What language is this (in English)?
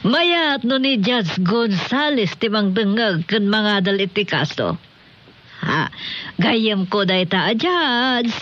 Iloko